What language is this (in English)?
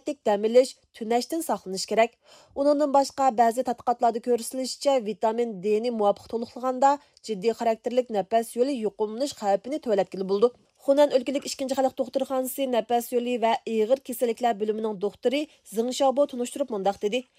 Uyghur